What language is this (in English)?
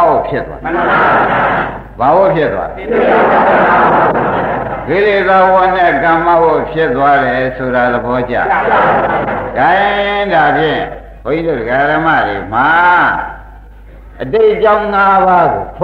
Burmese